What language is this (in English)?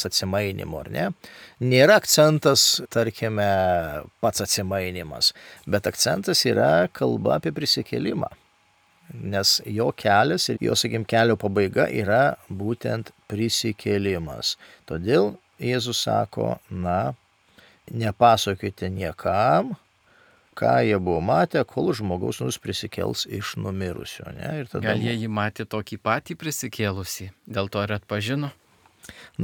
Lithuanian